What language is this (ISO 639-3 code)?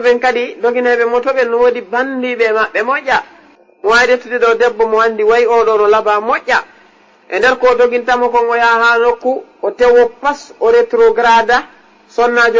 ful